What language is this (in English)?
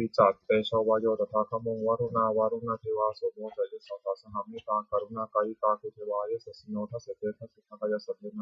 Pali